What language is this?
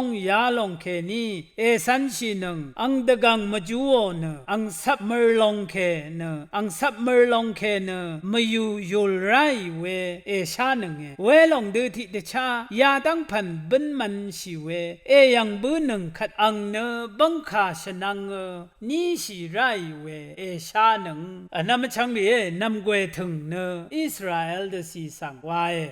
Rawang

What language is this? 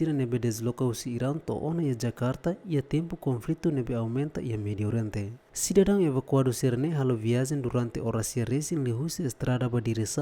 Tetum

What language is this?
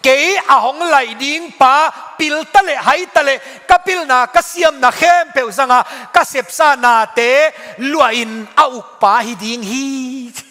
Tedim Chin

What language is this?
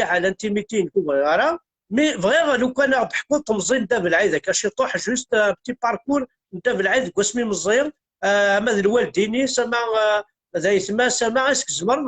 Kabyle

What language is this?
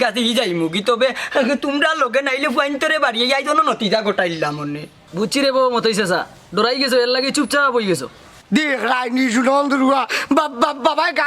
Sylheti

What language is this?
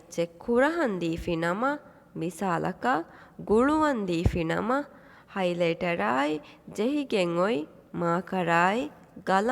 Divehi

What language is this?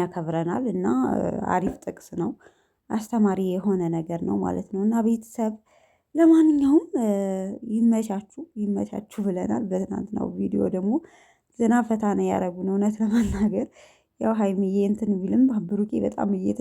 Amharic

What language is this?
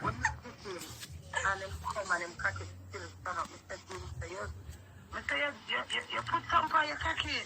Jamaican Creole English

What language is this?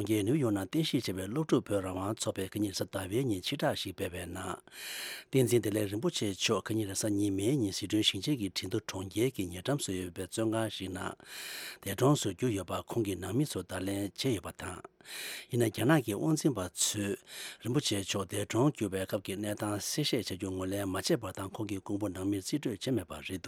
Tibetan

